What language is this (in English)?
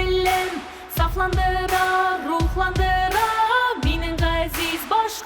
Bashkir